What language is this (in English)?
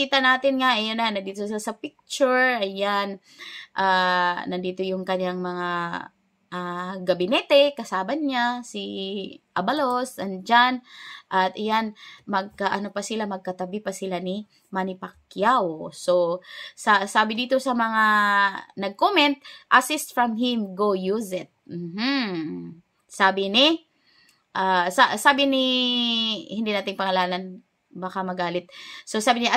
Filipino